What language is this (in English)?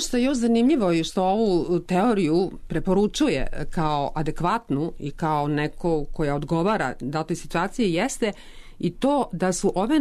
Serbian